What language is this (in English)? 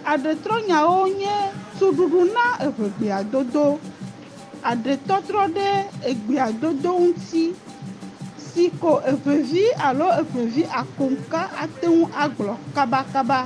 Ewe